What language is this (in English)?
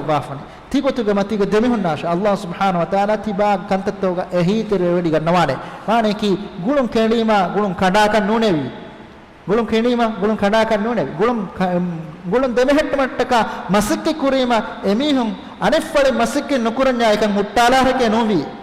Divehi